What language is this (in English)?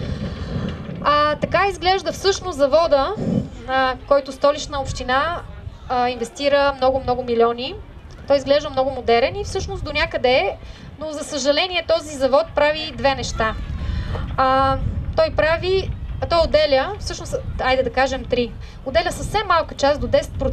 Bulgarian